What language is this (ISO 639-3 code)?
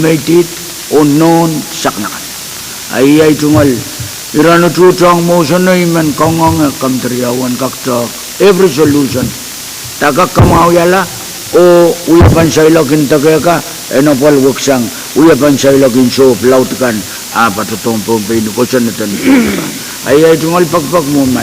pon